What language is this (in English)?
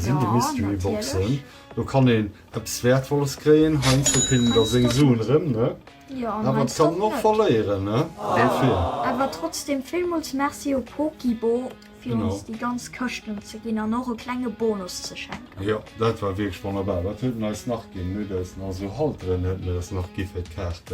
Luxembourgish